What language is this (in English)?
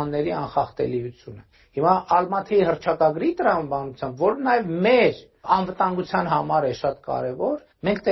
Armenian